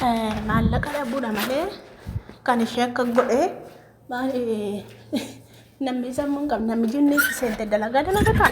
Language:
Oromo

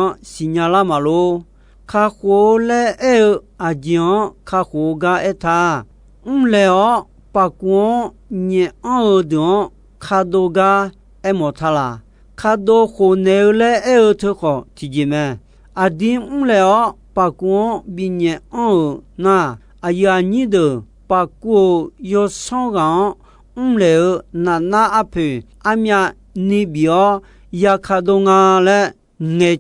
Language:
Akha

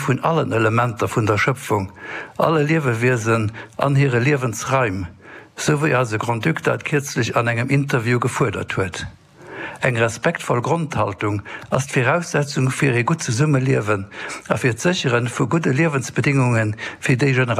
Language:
Luxembourgish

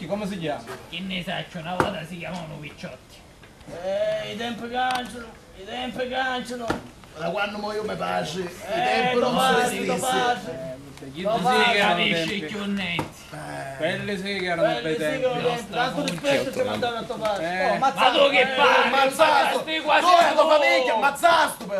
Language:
Sicilian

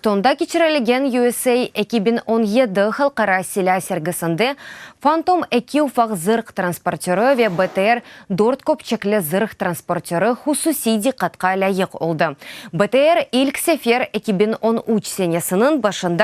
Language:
Crimean Tatar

